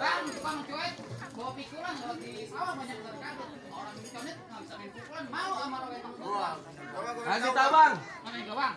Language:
Betawi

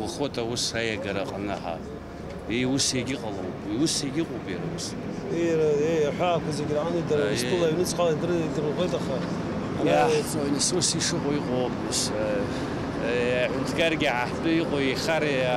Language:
Abkhazian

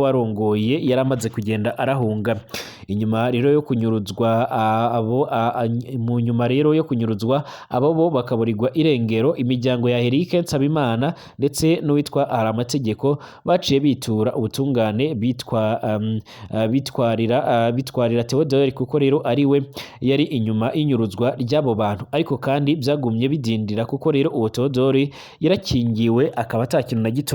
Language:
Rundi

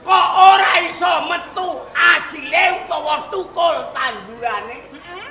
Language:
Javanese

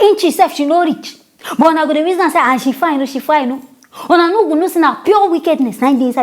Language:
Nigerian Pidgin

